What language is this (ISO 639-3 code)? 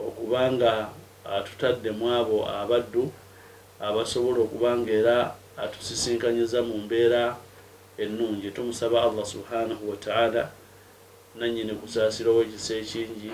lug